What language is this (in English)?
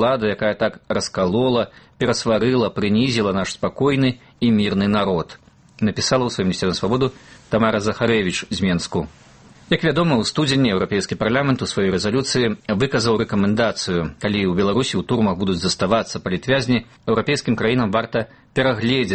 Belarusian